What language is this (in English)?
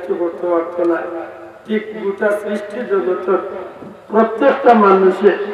Sylheti